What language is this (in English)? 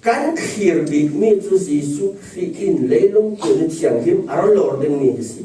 Falam Chin